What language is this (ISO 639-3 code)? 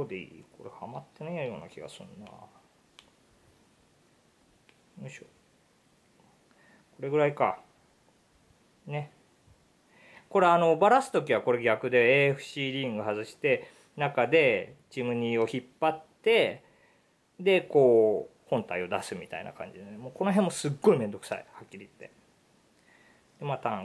jpn